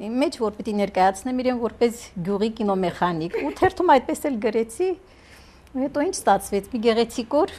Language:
Armenian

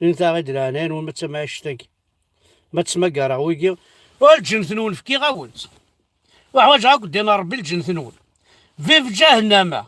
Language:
Kabyle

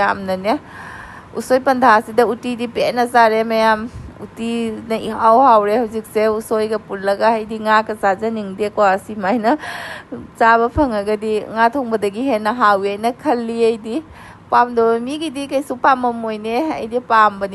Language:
Manipuri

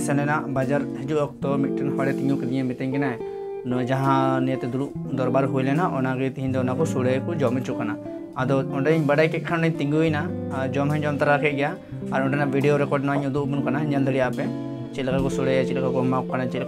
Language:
Santali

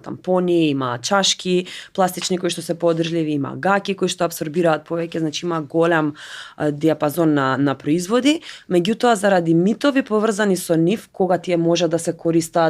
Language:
Macedonian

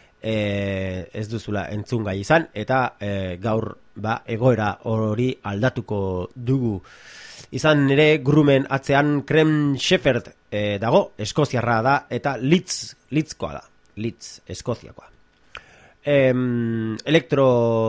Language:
Basque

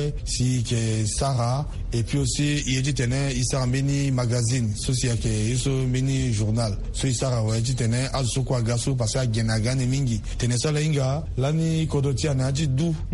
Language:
Sango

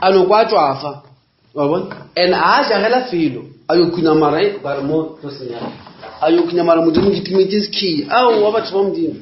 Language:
Northern Sotho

